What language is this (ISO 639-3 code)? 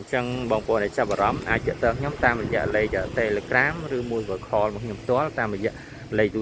khm